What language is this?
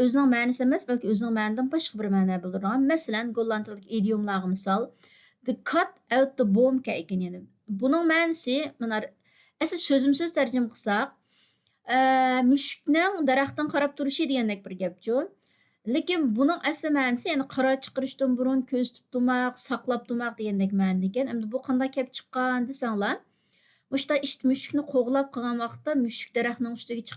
Uyghur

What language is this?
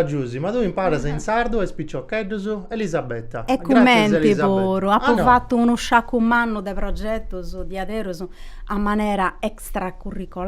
Sardinian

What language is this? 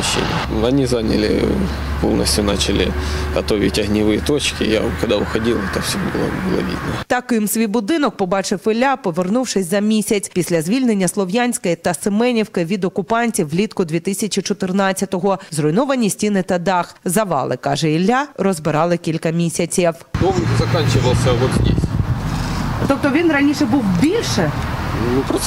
Ukrainian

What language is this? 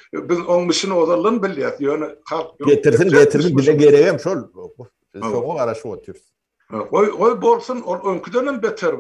Turkmen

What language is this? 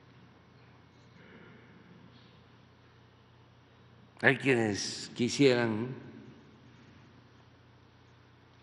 Spanish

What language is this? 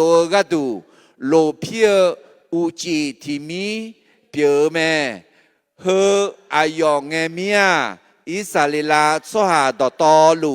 Akha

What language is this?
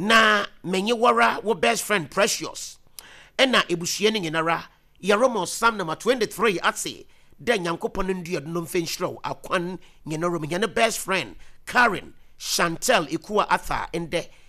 Akan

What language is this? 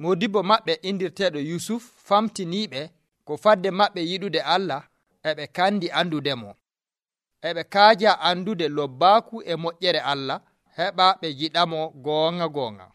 Nigerian Fulfulde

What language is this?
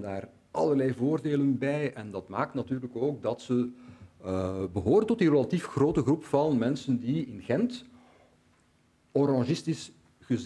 Dutch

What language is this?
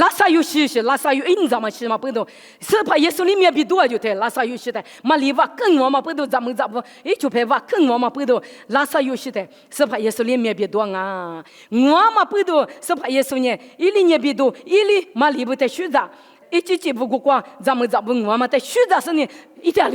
Lisu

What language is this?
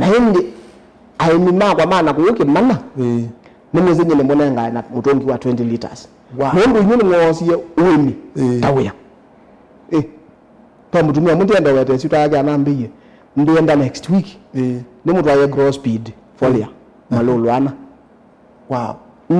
Kamba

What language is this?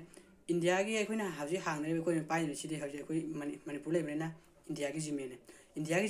Manipuri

